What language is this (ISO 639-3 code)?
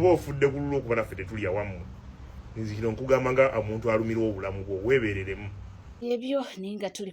lug